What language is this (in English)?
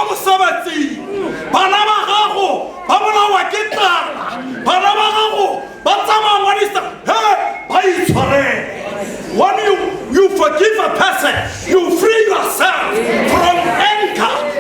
Tswana